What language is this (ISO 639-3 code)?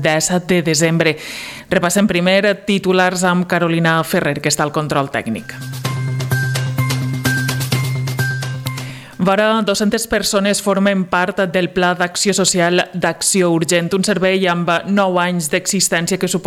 cat